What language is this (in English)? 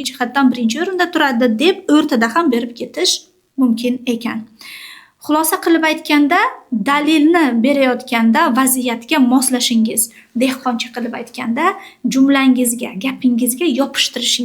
Uzbek